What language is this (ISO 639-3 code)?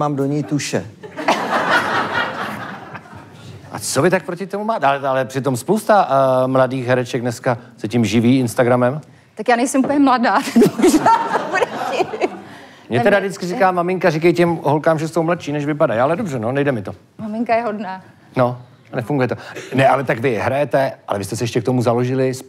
ces